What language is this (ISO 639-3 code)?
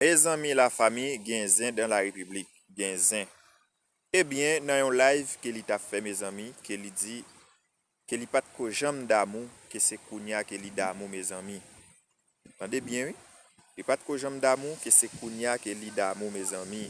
hat